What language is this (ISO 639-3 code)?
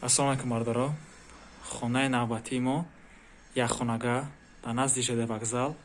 tgk